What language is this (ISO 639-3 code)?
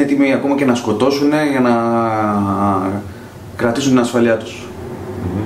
ell